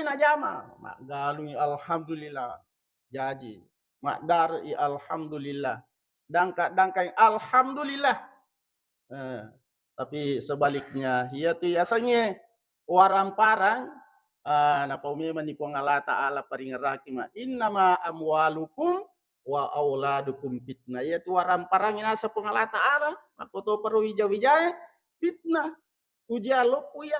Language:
Buginese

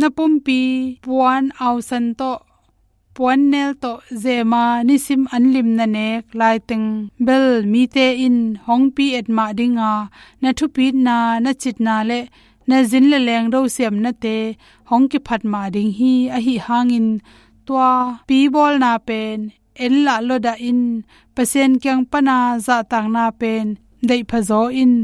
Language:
Tedim Chin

